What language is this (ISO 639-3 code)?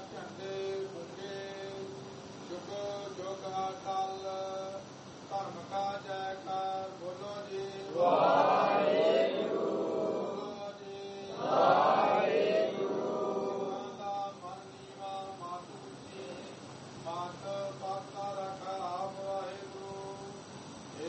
pan